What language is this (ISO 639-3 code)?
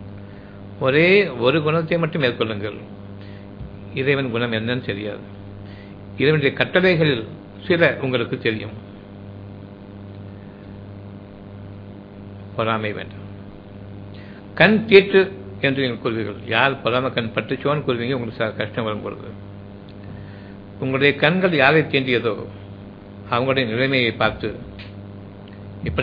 tam